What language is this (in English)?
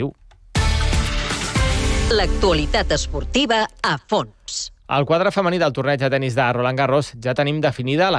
Catalan